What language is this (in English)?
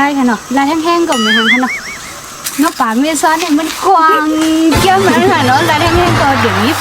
Shan